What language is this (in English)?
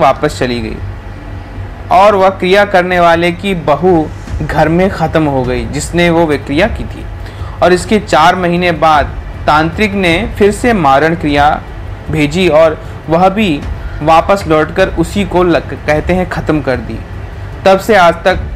Hindi